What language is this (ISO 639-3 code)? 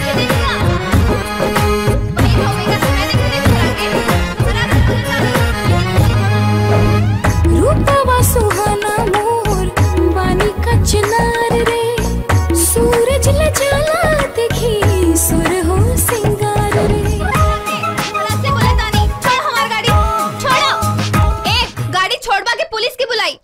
bho